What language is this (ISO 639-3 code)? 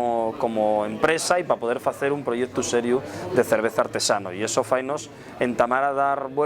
ast